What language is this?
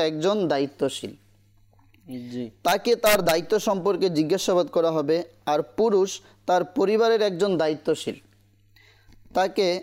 Bangla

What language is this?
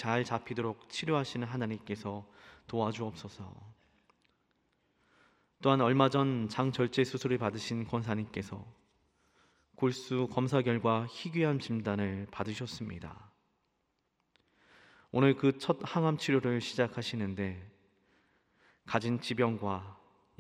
Korean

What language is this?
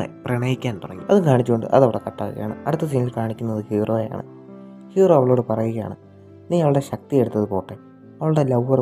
Malayalam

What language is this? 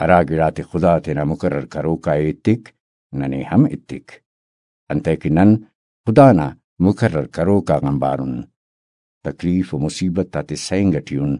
Brahui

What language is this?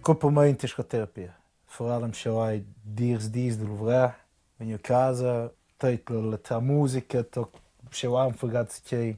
Romansh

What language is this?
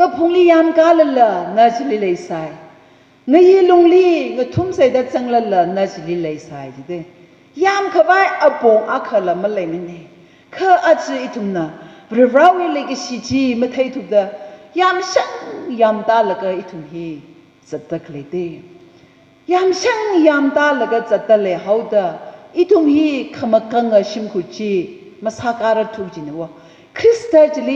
Tangkhul Naga (India)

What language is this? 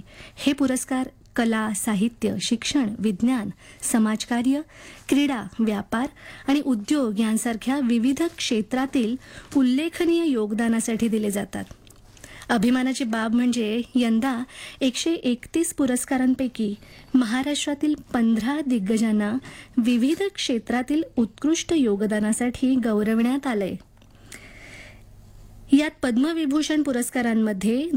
Marathi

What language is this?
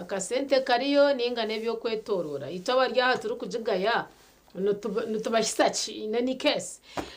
Nyankole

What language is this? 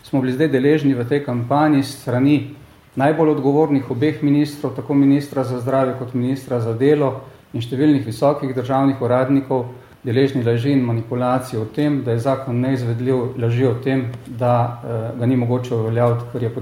Slovenian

